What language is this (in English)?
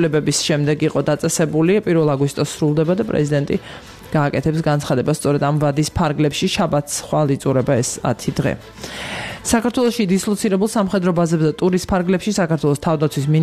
Georgian